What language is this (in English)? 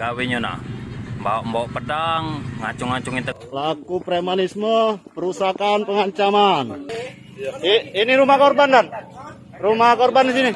Musi